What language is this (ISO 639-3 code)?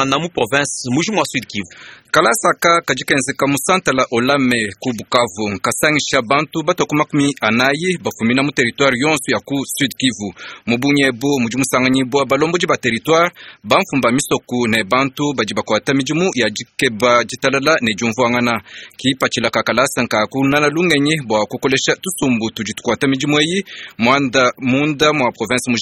lua